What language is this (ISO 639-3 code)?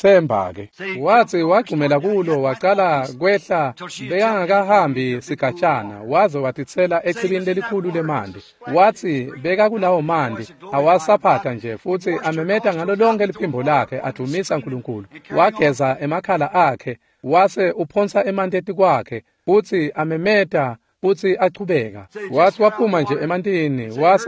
ssw